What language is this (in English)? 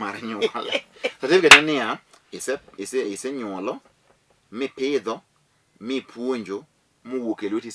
Luo (Kenya and Tanzania)